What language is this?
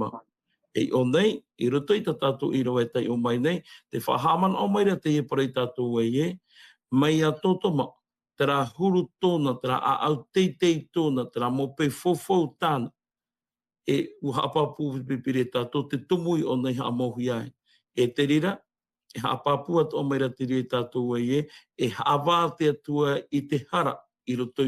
Tahitian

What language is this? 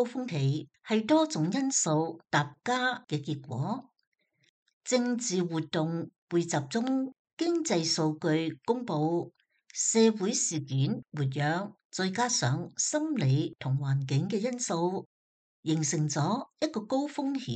Cantonese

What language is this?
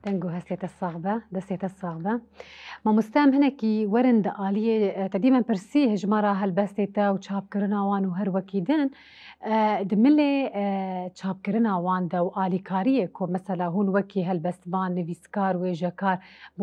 Kurdish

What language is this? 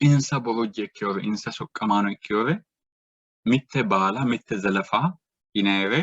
Sidamo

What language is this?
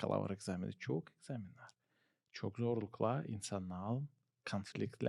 Gagauz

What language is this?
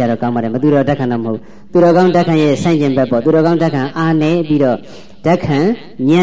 Burmese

